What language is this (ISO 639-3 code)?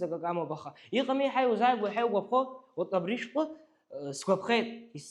abk